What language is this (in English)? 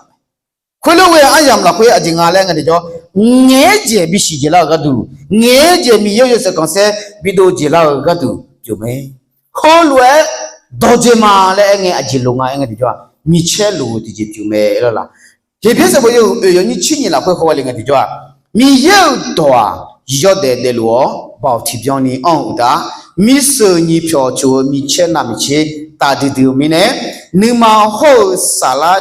Akha